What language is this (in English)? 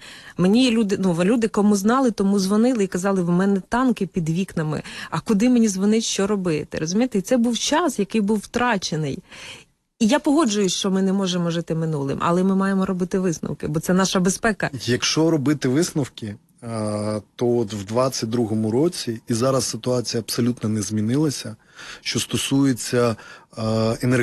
Ukrainian